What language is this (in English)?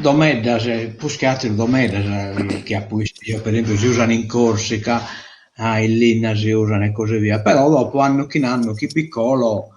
Sardinian